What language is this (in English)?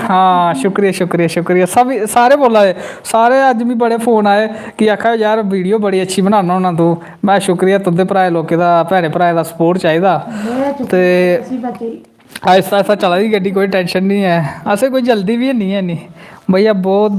Dogri